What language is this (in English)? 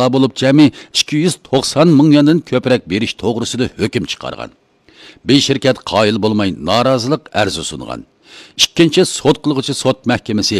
Uyghur